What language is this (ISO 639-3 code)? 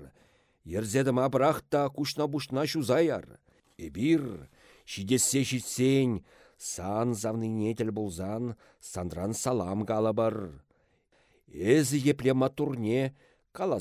chv